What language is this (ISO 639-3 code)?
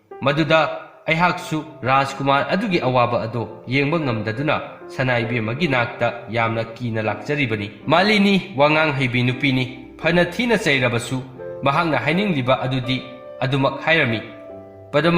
mni